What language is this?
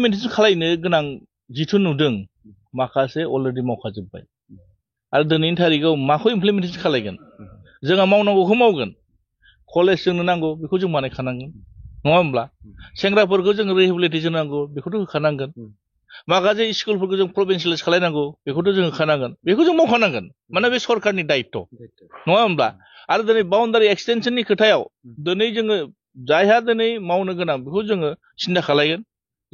Bodo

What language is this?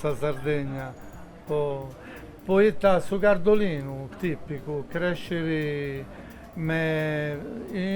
Sardinian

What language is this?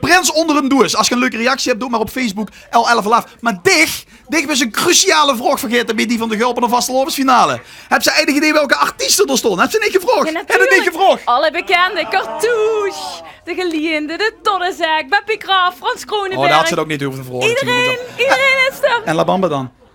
Limburgish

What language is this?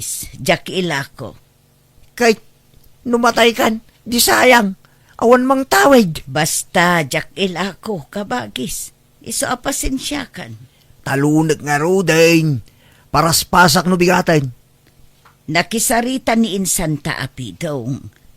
Iloko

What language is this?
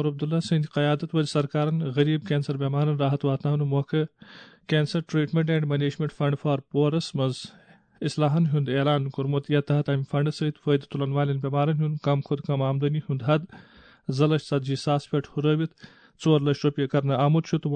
Kashmiri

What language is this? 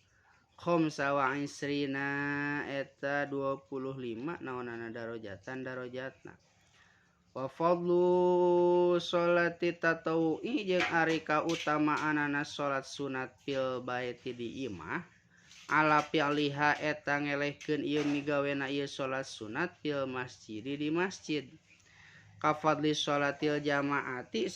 Sundanese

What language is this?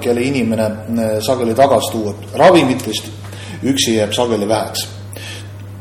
Estonian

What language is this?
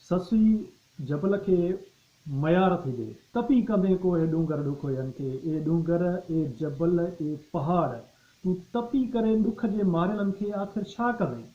Sindhi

